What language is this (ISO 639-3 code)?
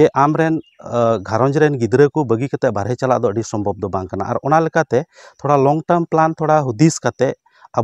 sat